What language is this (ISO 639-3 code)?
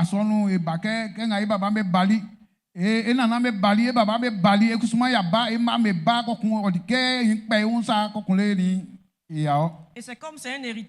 bci